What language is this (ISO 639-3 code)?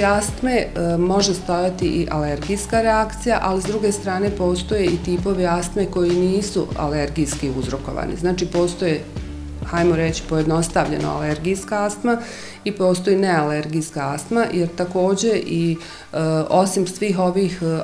bos